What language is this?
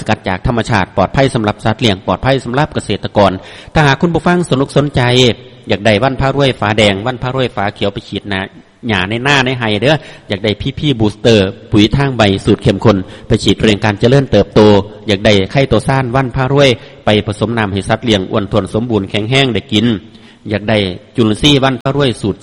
Thai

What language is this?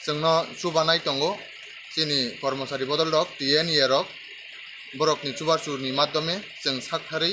Kok Borok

